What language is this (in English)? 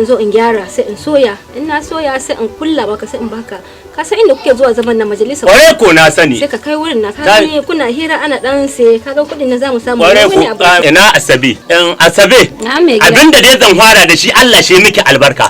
Hausa